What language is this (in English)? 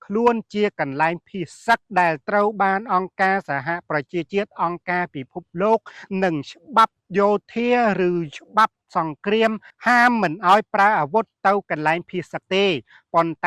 Khmer